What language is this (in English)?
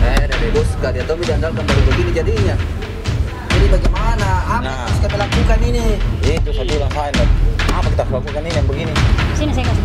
Makassar Malay